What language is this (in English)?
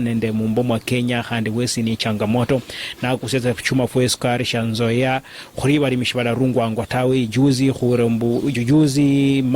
Luyia